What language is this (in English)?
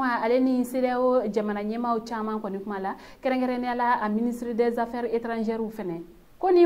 Bambara